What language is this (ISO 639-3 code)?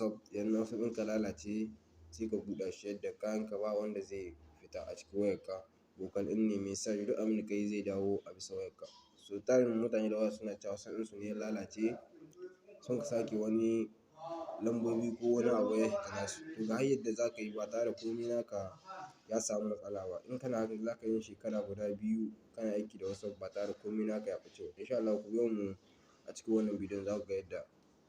hau